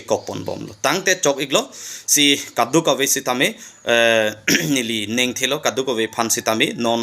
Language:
Karbi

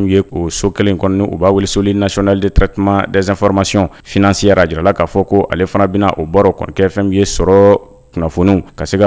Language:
Bambara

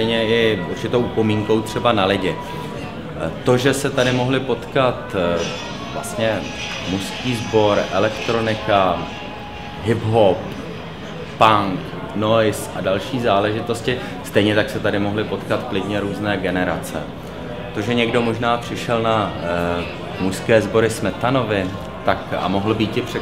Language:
Czech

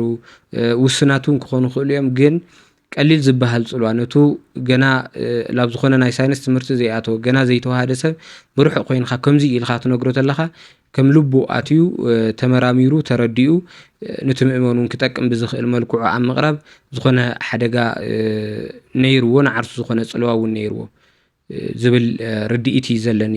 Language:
Tigrinya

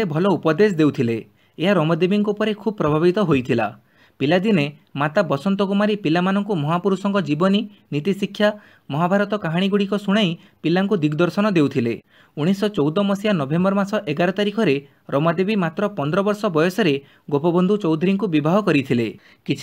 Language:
Odia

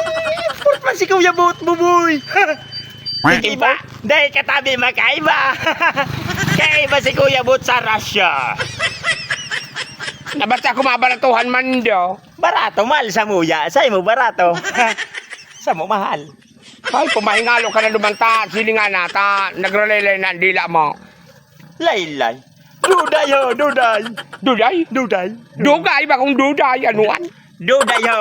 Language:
Bikol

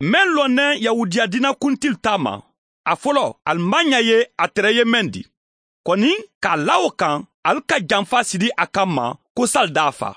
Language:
Mandingo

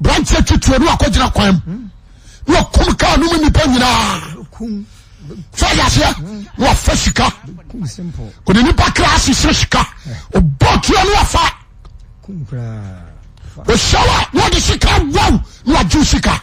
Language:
Akan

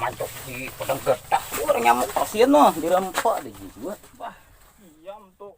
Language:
Banjar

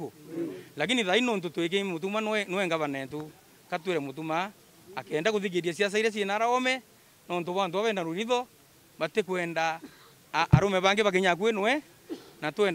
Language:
Meru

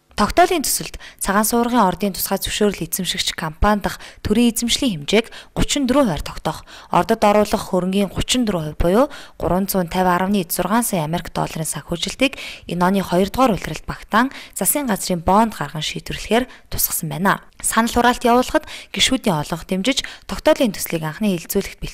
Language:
Mongolian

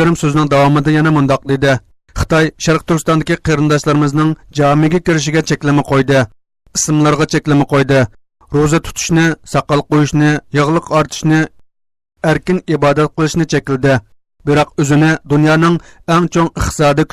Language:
Uyghur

